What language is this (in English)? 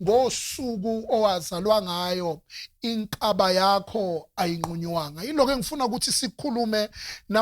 Zulu